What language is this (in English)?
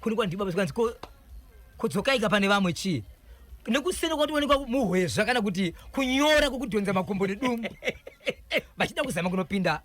Shona